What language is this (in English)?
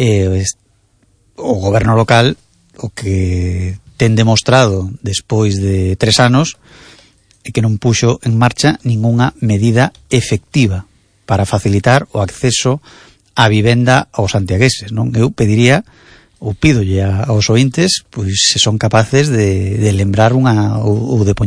Galician